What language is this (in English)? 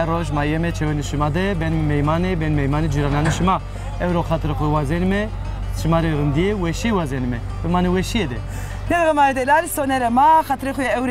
Zaza